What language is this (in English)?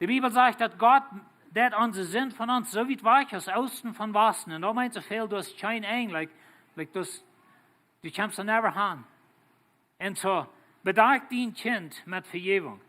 Plautdietsch